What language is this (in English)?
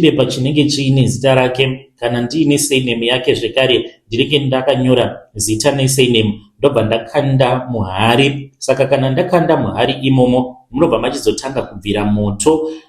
Shona